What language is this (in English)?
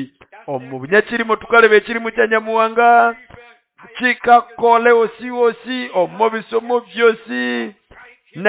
Nande